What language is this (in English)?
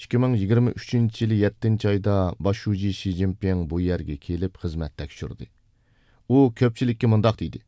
Uyghur